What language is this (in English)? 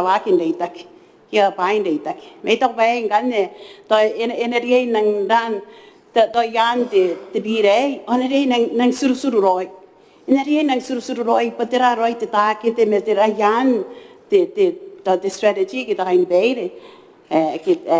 Gilbertese